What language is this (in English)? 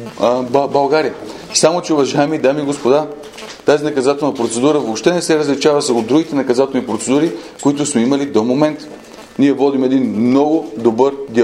Bulgarian